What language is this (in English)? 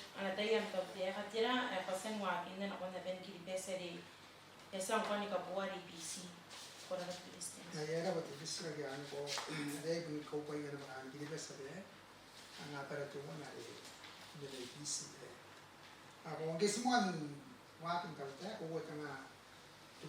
Gilbertese